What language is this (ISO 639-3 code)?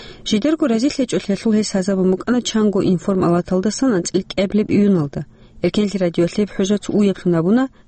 ava